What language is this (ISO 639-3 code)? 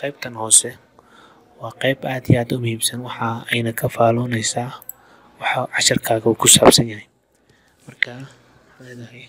som